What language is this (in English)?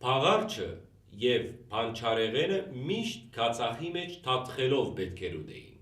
Western Armenian